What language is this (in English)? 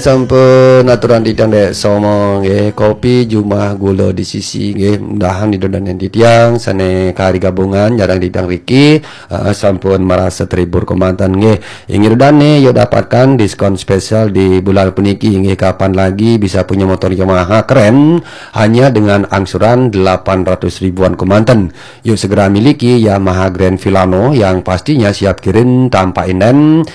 Balinese